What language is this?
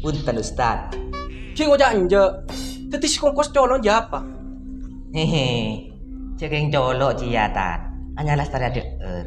Madurese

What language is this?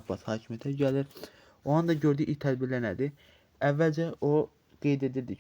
Azerbaijani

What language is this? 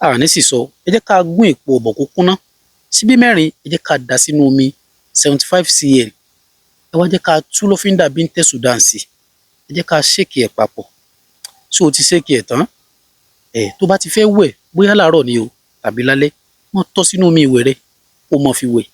Yoruba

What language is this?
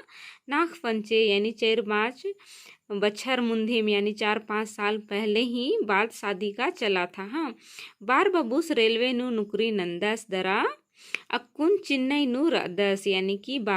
Kurukh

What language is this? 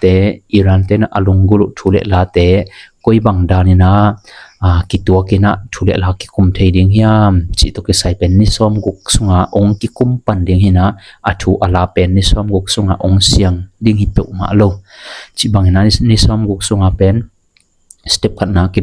Tedim Chin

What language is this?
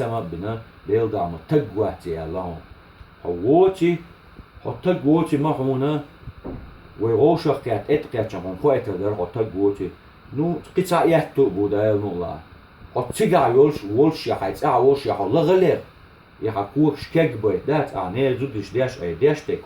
Chechen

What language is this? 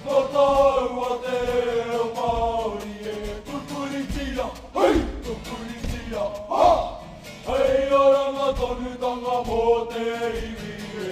Māori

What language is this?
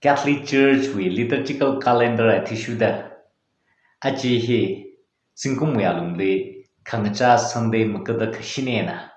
Tangkhul Naga (India)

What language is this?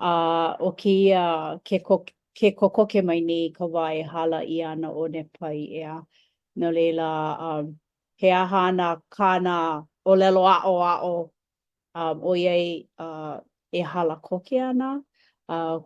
Hawaiian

